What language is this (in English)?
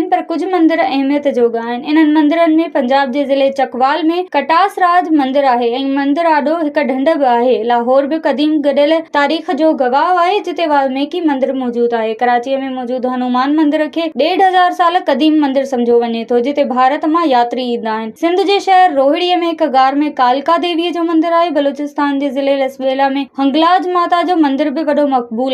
Sindhi